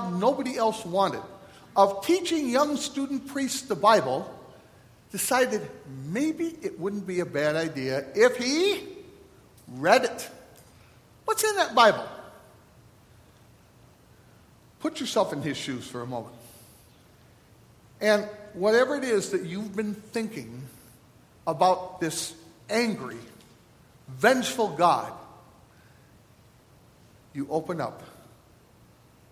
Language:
English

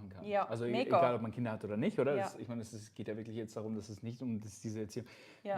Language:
Swiss German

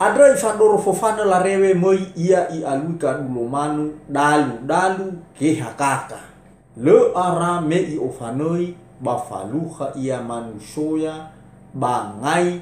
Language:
Nias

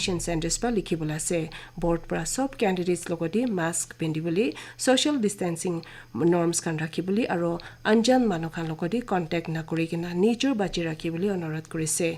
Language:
Naga Pidgin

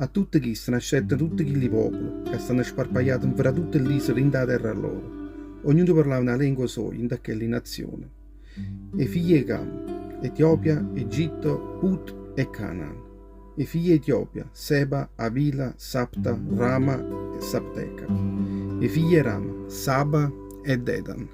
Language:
Neapolitan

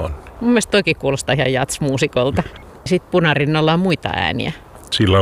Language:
Finnish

